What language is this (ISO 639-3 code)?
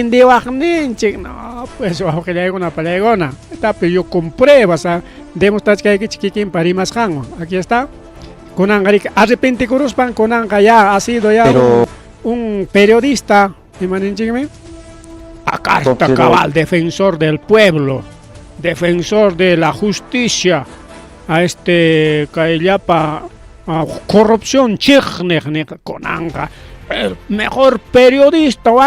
quy